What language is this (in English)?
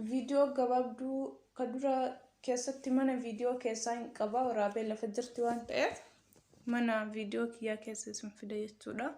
Oromo